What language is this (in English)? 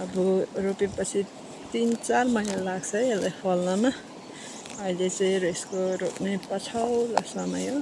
Nepali